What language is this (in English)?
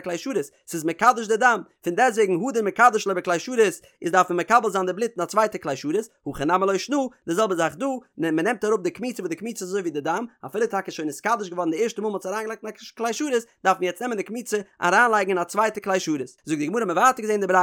Yiddish